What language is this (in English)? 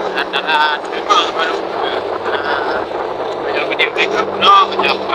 Achinese